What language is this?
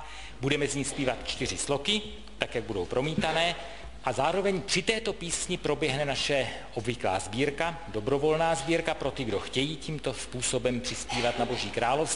Czech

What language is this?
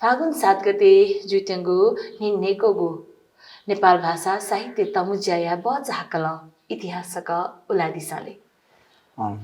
Newari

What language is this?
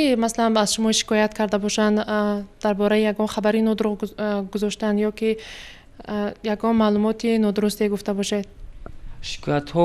Tajik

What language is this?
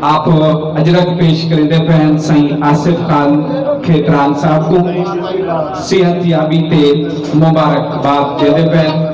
Saraiki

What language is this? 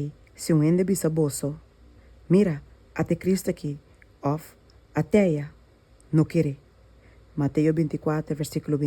Papiamento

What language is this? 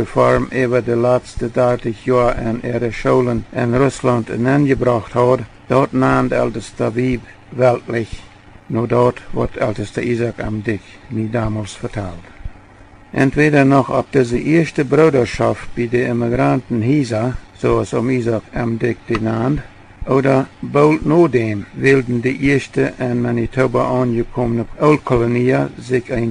Plautdietsch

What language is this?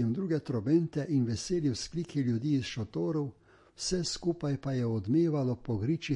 Slovenian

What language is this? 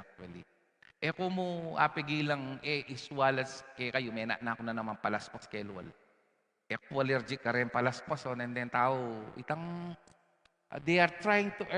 Pampanga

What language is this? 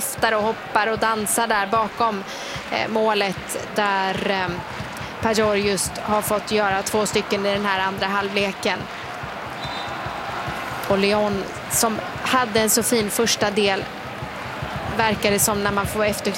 Swedish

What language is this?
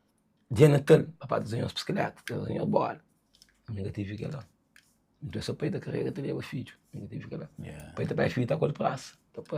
Kabuverdianu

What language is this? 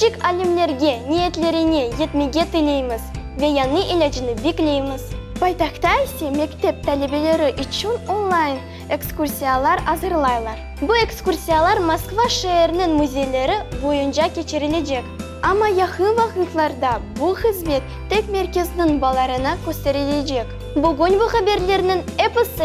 Crimean Tatar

